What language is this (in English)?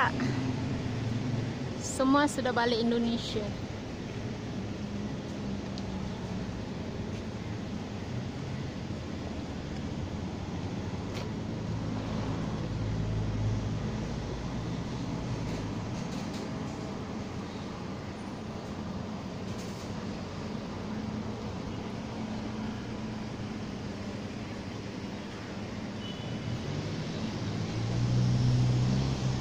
Malay